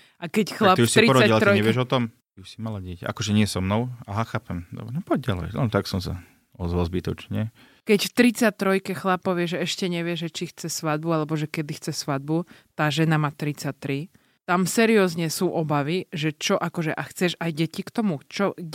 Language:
Slovak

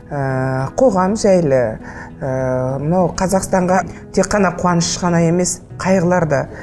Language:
Kazakh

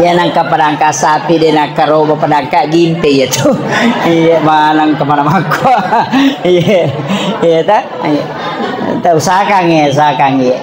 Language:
Buginese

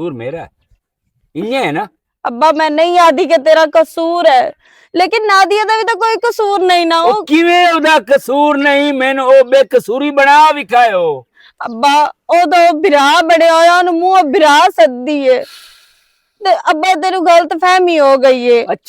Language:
Western Panjabi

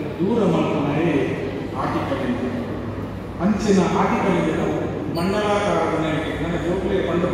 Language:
Tulu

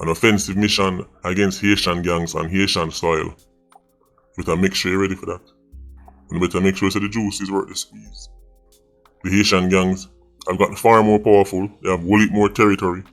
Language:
Jamaican Creole English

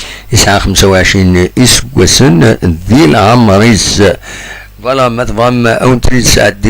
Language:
Kabyle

